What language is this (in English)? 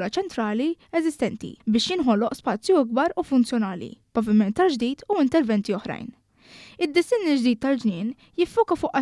Maltese